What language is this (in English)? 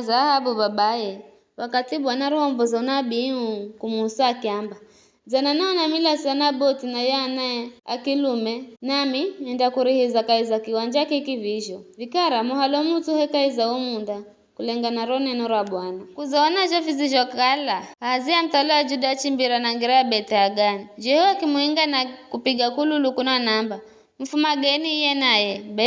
Giryama